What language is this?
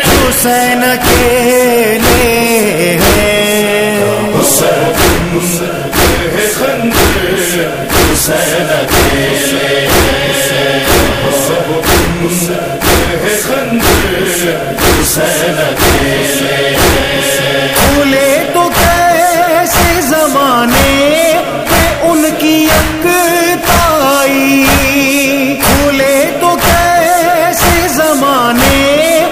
Urdu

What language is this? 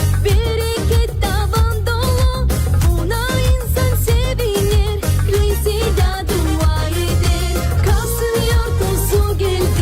Gagauz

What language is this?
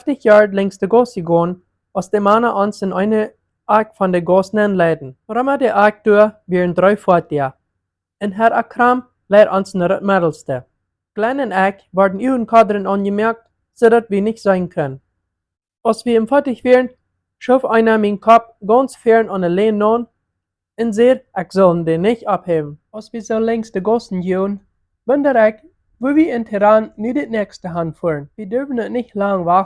Plautdietsch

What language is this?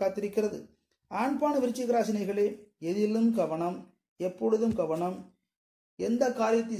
Tamil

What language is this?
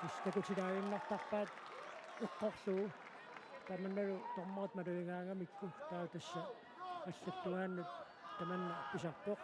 Kalaallisut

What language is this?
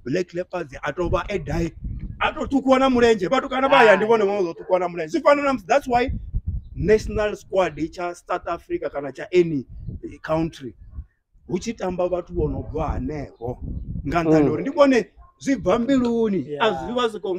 Venda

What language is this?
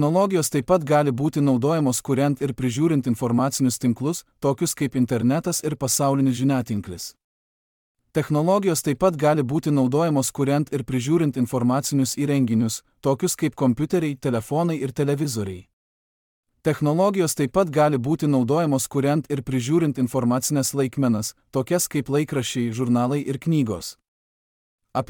Lithuanian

